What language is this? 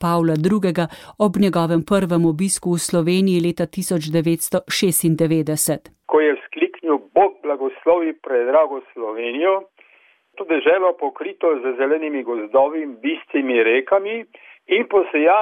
Slovenian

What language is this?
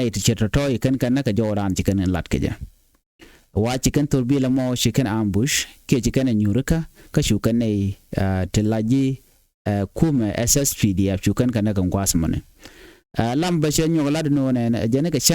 Nuer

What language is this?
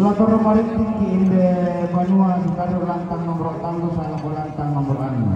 Toraja-Sa'dan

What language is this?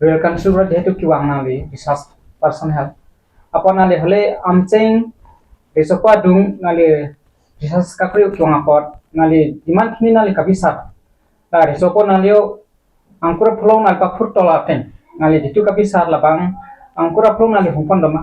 Karbi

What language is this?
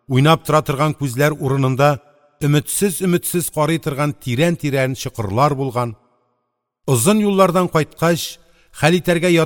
Tatar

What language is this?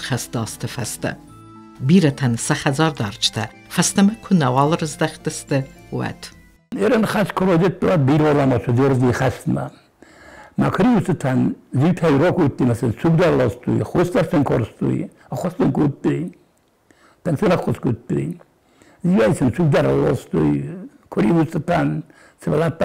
Ossetic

